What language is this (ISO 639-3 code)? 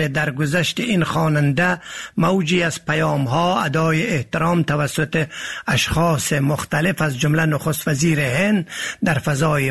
fas